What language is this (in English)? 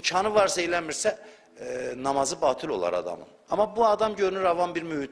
Azerbaijani